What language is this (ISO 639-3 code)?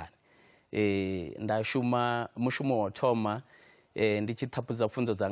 ven